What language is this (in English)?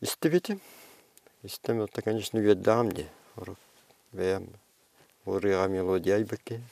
Yakut